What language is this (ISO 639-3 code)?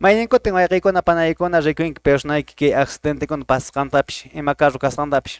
que